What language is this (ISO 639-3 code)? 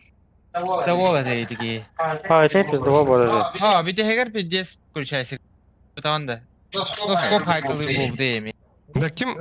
sah